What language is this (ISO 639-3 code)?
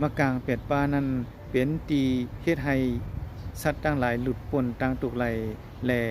shn